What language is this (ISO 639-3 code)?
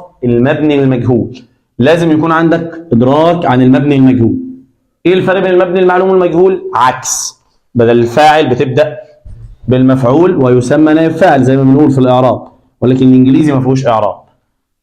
arz